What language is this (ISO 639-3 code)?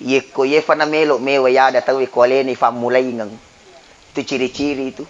bug